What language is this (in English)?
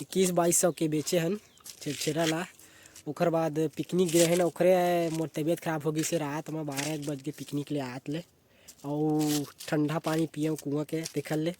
Chhattisgarhi